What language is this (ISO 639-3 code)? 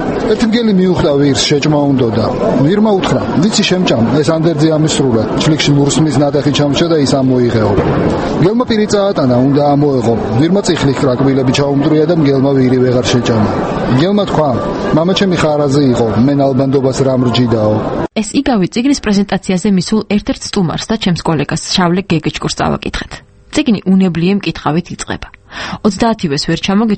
kat